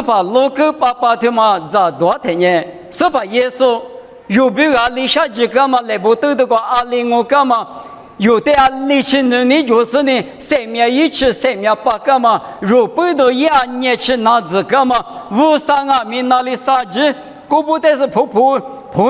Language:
Lisu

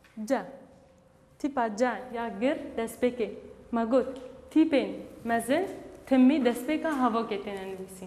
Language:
Kurdish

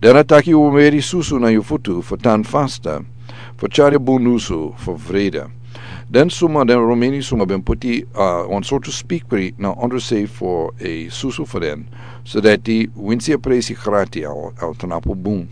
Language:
Sranan Tongo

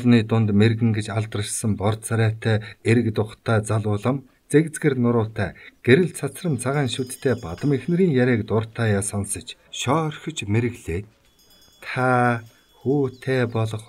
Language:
Mongolian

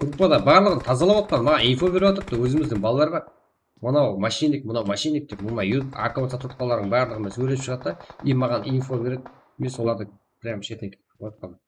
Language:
Kara-Kalpak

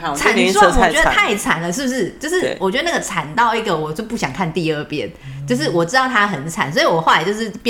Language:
Chinese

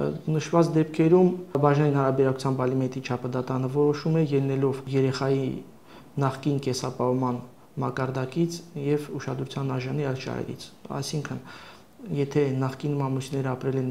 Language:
Armenian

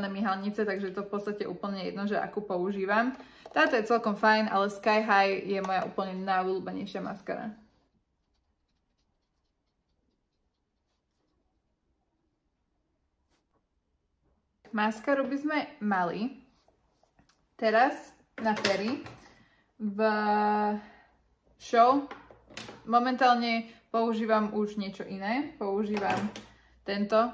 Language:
Slovak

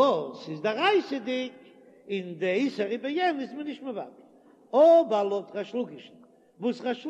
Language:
Yiddish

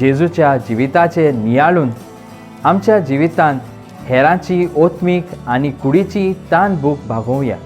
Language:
Konkani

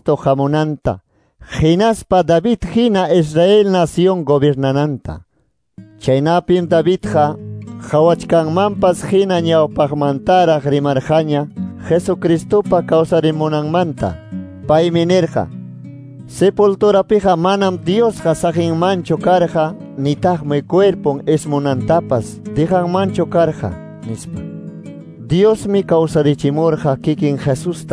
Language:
Quechua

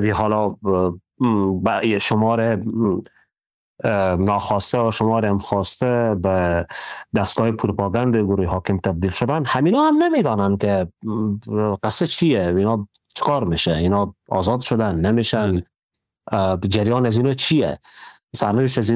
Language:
Persian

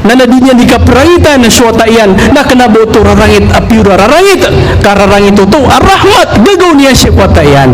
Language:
Maranao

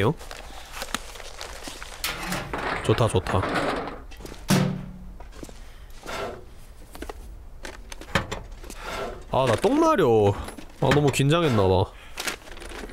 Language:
Korean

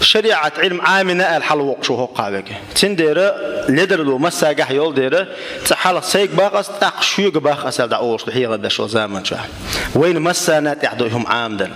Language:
Chechen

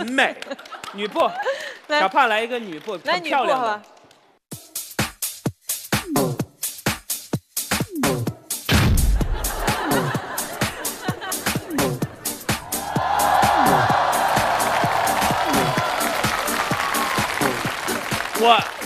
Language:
Chinese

